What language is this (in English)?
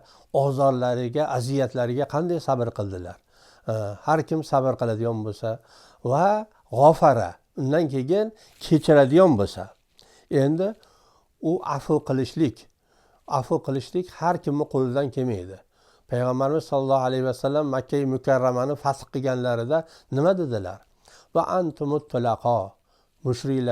Uzbek